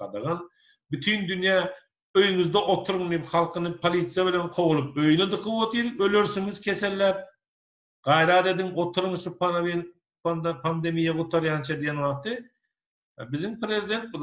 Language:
Turkmen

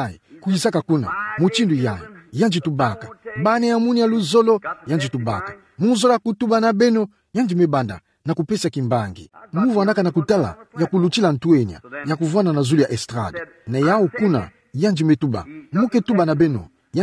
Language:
Kituba (Democratic Republic of Congo)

